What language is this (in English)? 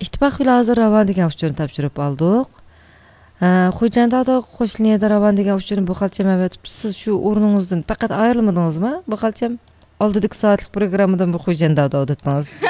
Uyghur